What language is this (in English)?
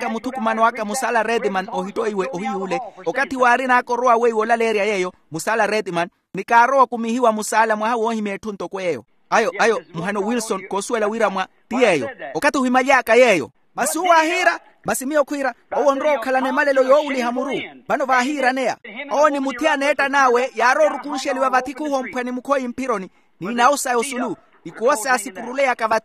Makhuwa